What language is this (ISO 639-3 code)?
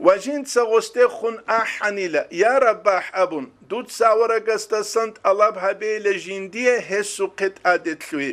ava